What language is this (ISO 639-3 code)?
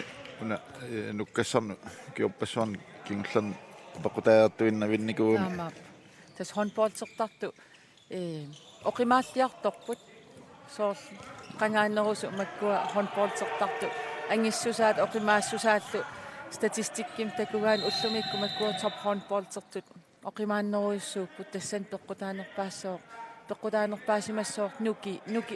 kal